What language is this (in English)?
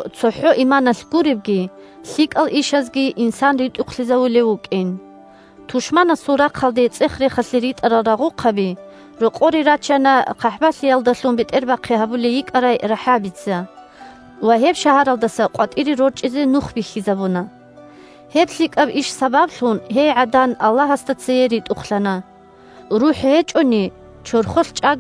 Avaric